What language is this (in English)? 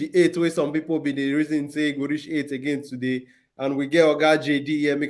Nigerian Pidgin